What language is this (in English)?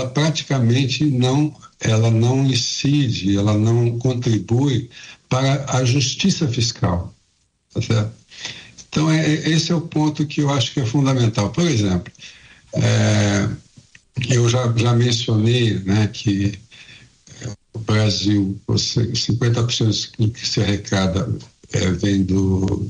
Portuguese